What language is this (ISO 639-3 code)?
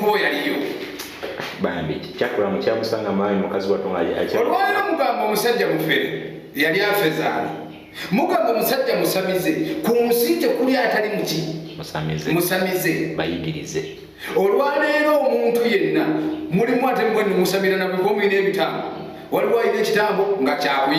lug